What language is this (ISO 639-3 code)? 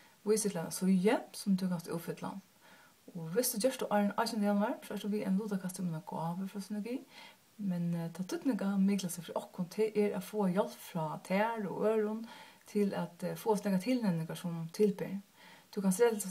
fao